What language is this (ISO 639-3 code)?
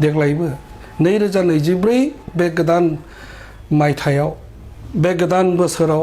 brx